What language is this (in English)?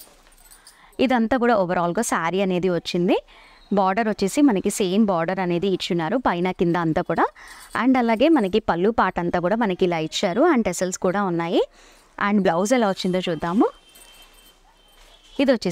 Telugu